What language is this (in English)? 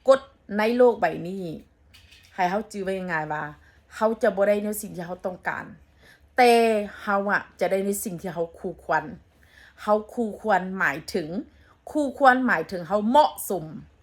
Northeastern Thai